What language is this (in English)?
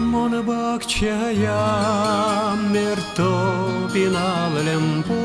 Udmurt